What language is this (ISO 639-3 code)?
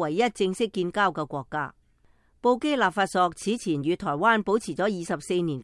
yue